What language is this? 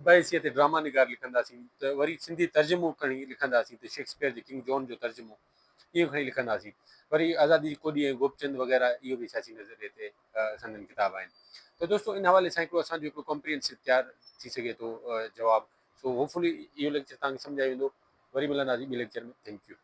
Sindhi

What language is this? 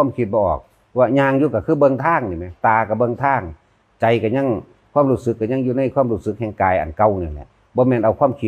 Northeastern Thai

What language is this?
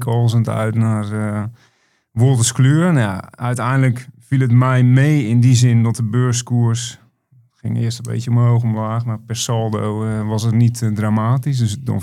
Dutch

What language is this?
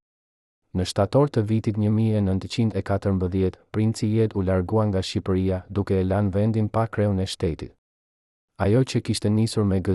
Albanian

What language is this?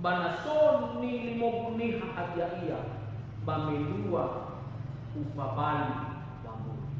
Nias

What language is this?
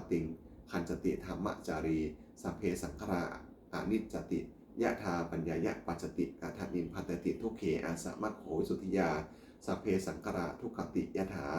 Pali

